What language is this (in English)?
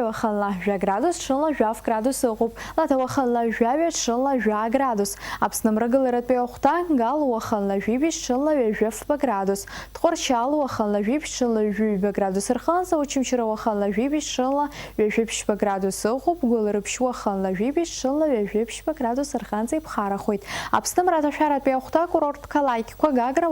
Abkhazian